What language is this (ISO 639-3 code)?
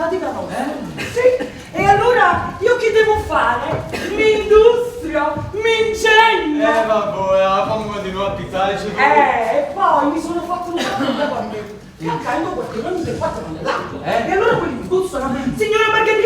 nap